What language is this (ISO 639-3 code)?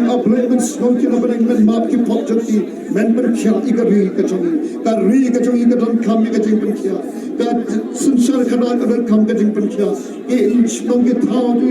kha